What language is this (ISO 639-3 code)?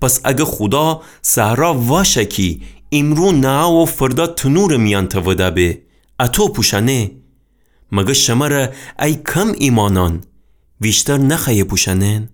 glk